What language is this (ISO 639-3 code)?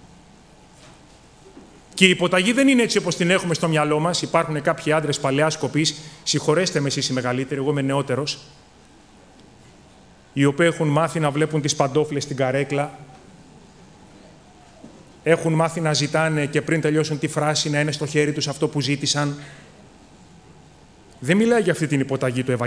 ell